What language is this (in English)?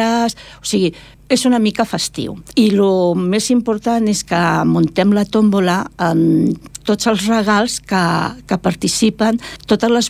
Catalan